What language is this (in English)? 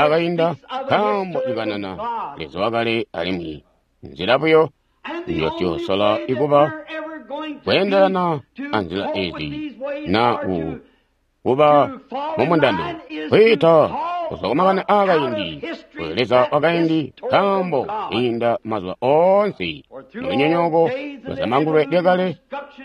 Tonga (Zambia)